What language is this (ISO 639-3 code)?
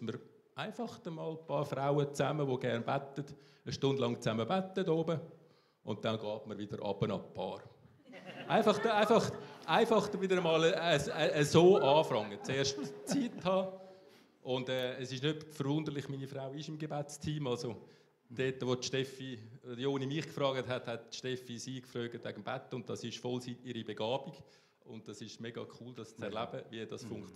gsw